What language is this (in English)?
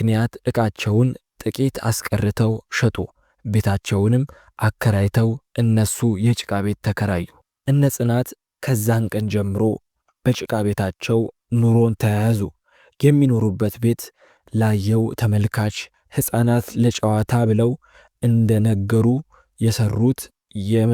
Amharic